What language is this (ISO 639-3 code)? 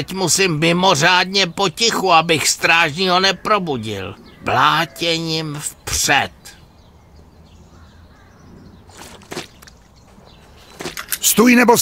ces